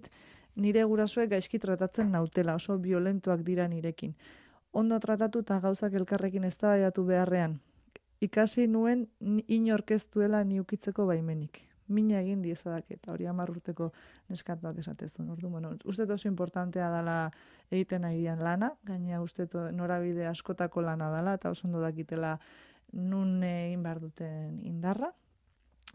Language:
Basque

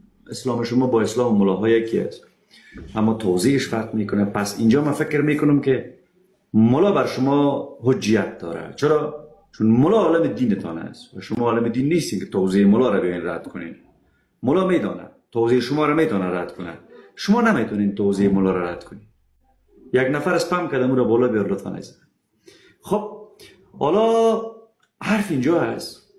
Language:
Persian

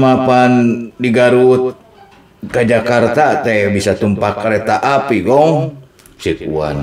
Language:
Sundanese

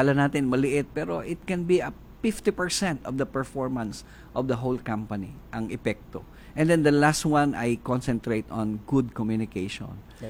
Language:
Filipino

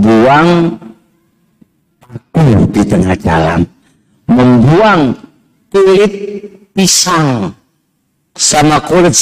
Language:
Indonesian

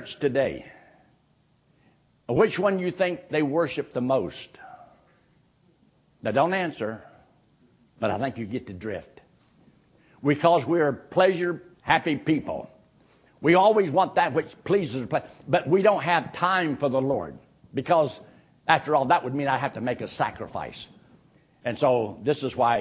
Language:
English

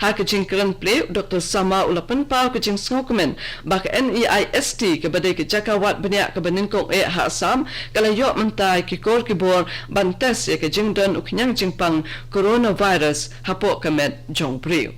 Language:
Khasi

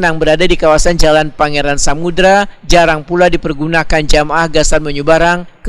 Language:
Banjar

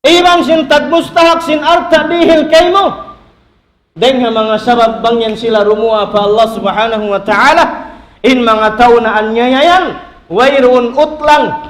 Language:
Tausug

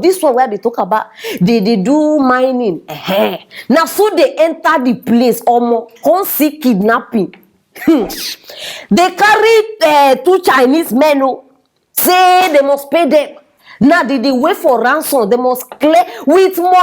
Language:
Nigerian Pidgin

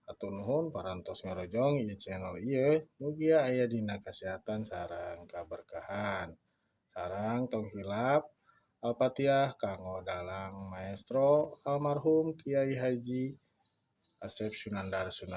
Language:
Sundanese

